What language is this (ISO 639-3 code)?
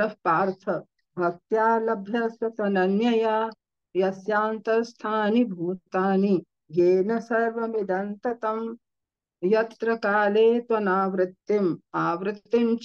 san